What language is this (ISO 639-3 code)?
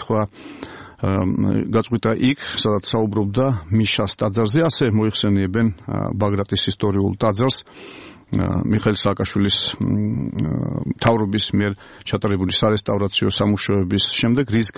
kat